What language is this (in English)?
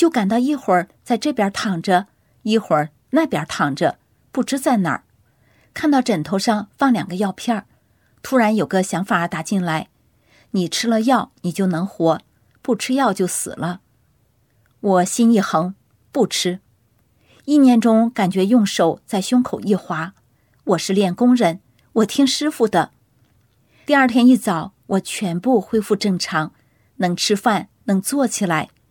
Chinese